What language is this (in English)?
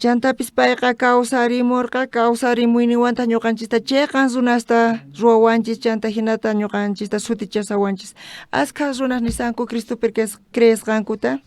South Bolivian Quechua